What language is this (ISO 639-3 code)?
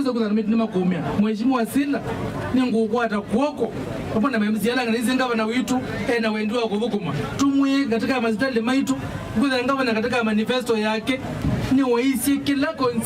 kam